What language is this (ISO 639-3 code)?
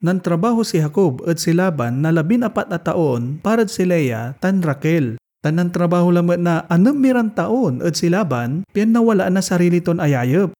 pag